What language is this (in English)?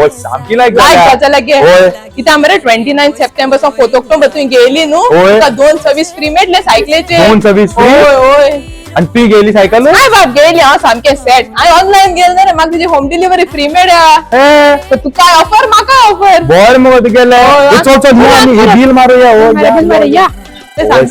Konkani